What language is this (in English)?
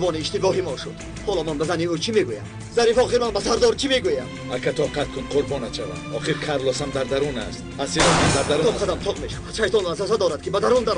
Tajik